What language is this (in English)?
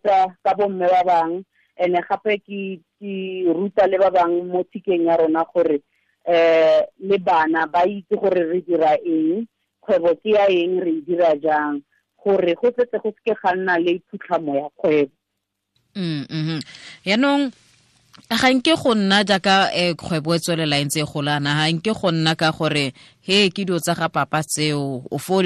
Tswana